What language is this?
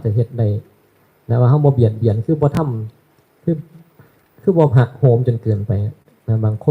Northeastern Thai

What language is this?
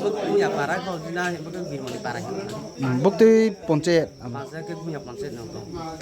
Riang (India)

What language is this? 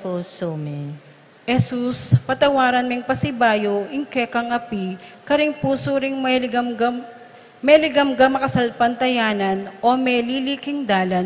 Pampanga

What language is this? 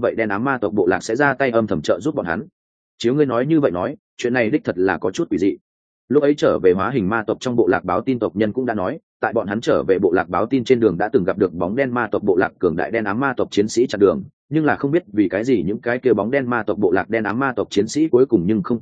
Vietnamese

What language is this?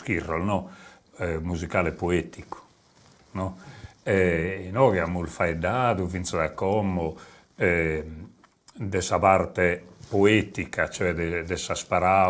Sardinian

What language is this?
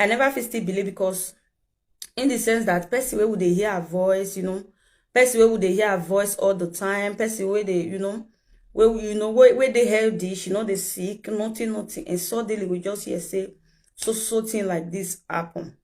Nigerian Pidgin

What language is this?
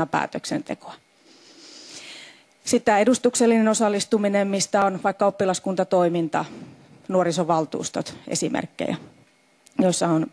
Finnish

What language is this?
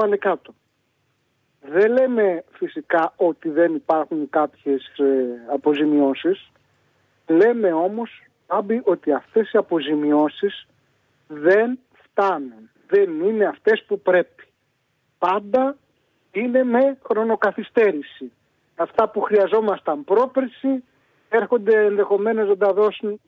Greek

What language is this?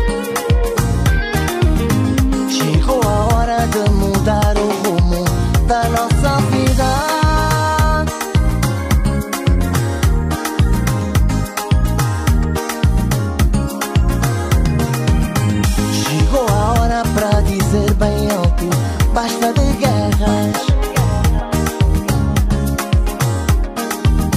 Portuguese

